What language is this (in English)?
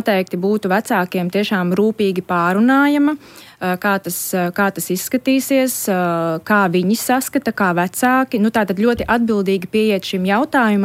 Latvian